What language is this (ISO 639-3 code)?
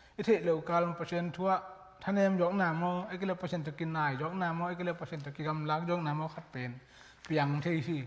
ctd